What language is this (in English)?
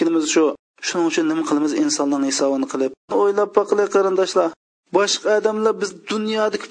Uyghur